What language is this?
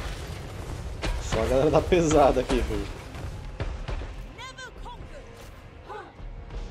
Portuguese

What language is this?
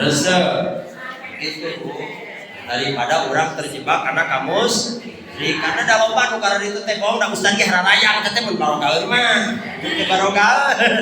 Sundanese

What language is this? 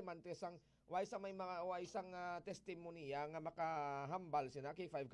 Hiligaynon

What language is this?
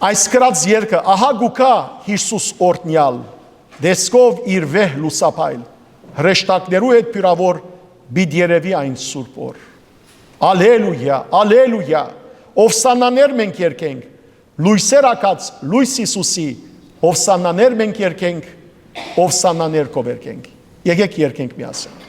Western Armenian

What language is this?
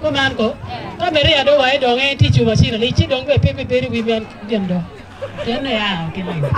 Acoli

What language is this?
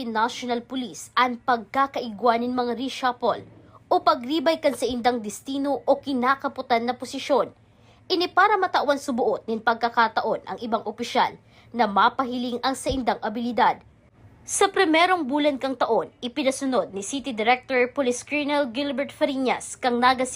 Bikol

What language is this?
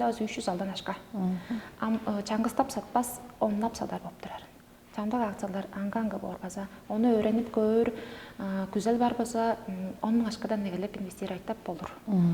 Tuvinian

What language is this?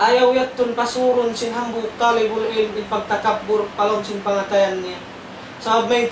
Tausug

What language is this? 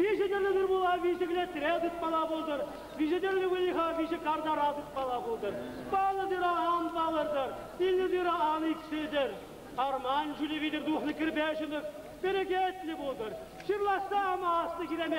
Chuvash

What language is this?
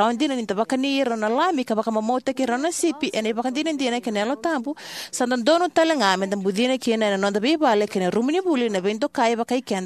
Fijian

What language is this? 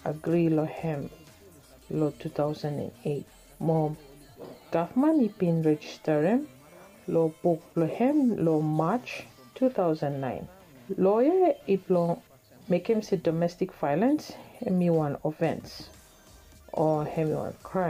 Bislama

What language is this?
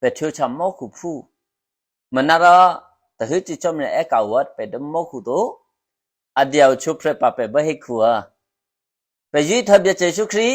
Eastern Kayah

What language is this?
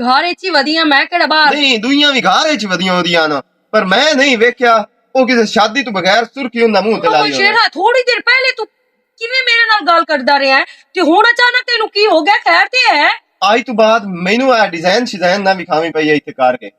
Western Panjabi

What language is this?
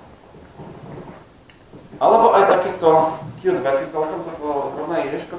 Slovak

